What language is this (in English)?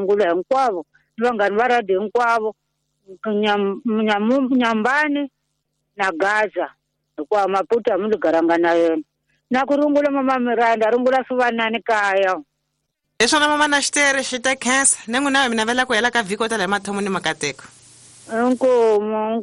Tsonga